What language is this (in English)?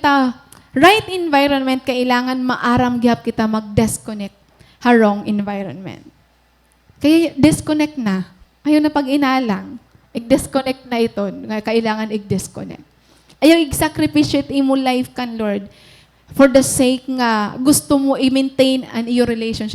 Waray